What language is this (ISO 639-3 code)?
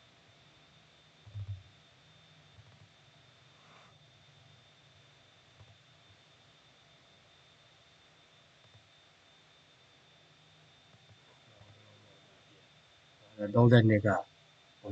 mya